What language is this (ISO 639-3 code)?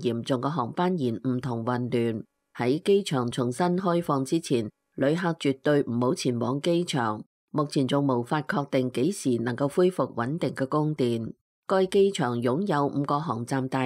yue